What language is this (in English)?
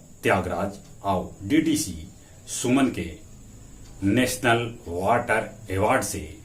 Magahi